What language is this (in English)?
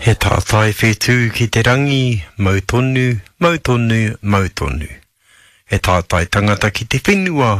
Māori